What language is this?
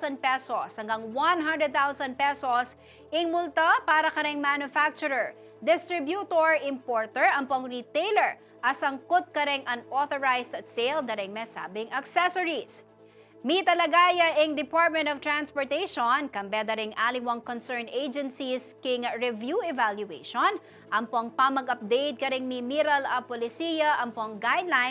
Pampanga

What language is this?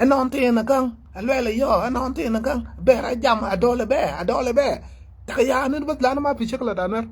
Nuer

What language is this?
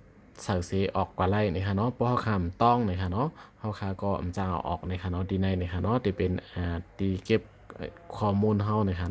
Shan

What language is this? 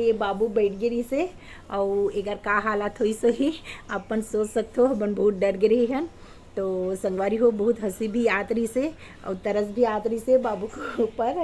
Chhattisgarhi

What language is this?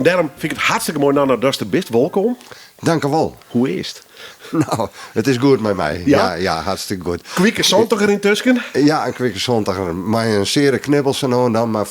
Western Frisian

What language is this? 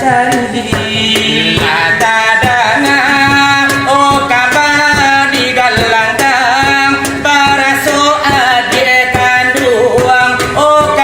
Minangkabau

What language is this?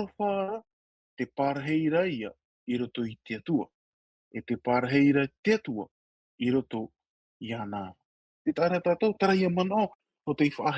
Tahitian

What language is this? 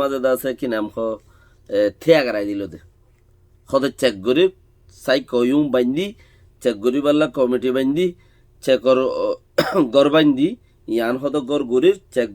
Rohingya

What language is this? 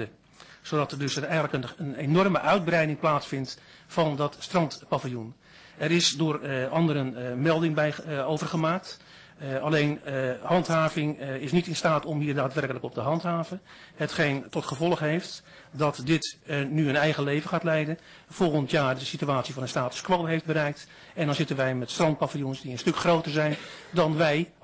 Dutch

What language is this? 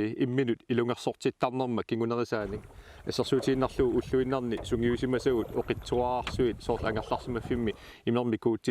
Kalaallisut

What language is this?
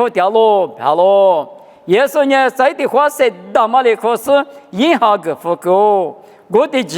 Lisu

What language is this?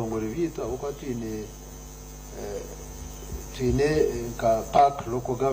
Nyankole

